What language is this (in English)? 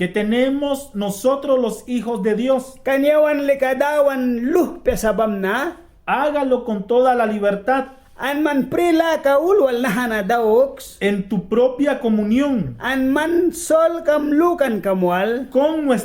Mískito